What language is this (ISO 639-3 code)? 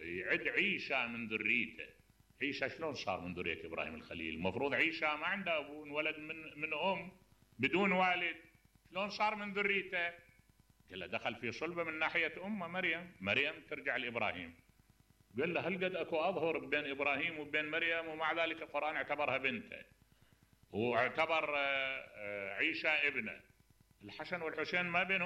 acm